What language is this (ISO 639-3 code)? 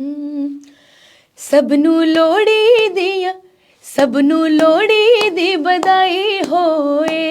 doi